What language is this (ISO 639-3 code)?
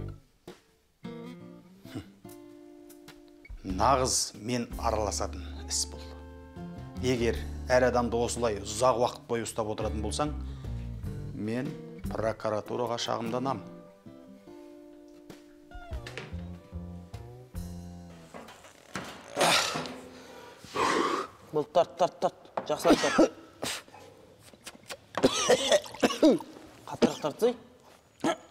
kaz